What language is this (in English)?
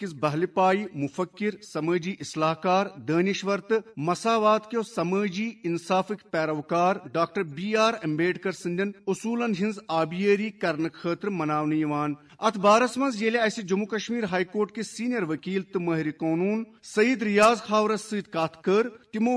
Kashmiri